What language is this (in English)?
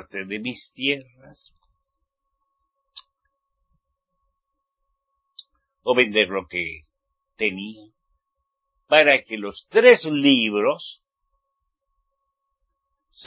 Spanish